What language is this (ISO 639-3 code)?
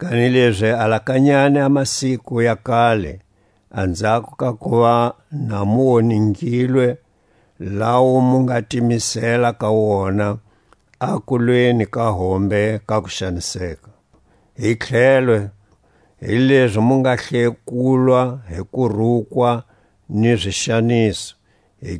tsc